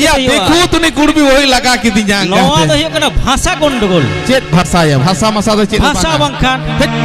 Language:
Santali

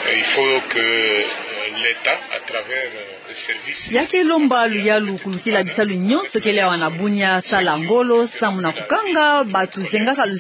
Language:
Kituba (Democratic Republic of Congo)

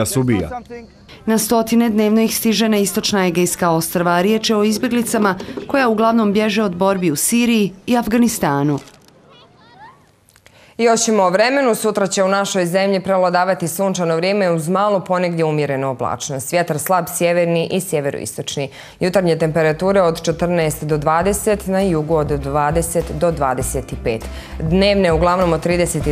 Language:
Bosnian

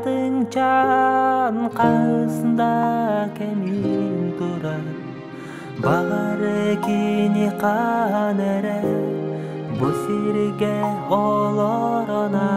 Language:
Yakut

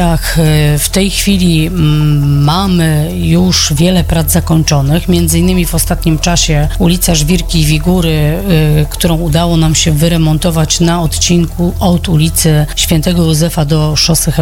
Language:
Polish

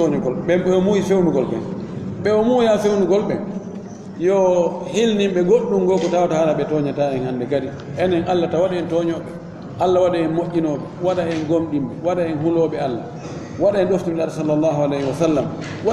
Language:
Fula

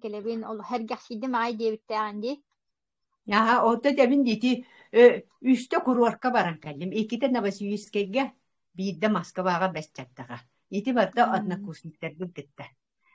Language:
Yakut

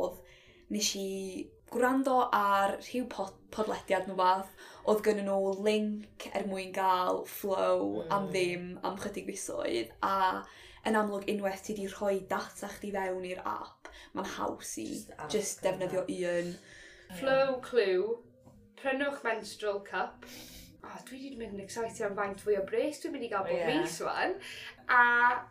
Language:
Welsh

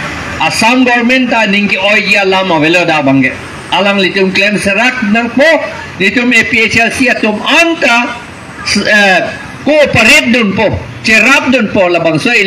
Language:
Karbi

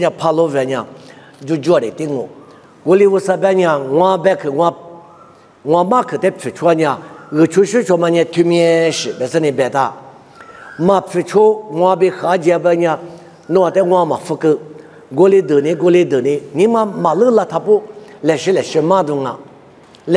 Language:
Lisu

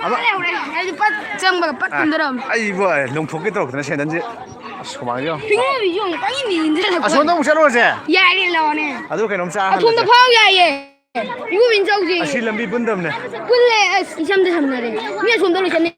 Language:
Manipuri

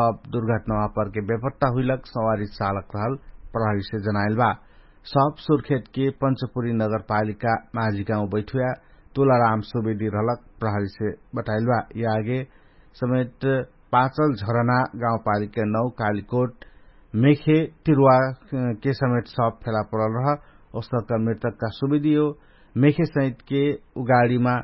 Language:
Dangaura Tharu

